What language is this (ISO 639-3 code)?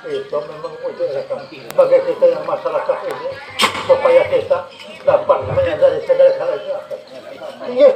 bjn